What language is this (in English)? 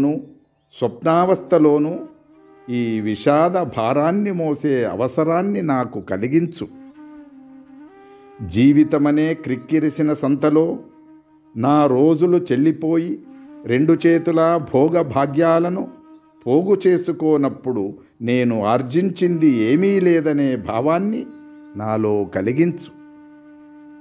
Telugu